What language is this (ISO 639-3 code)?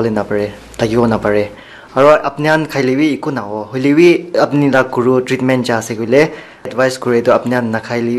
nag